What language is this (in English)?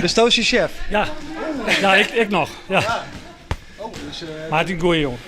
Western Frisian